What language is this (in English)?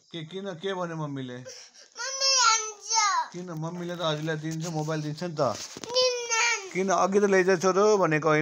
Nepali